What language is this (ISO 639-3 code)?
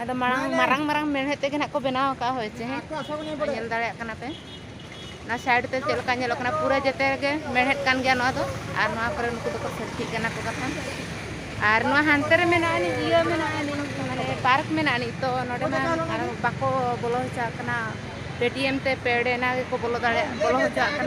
sat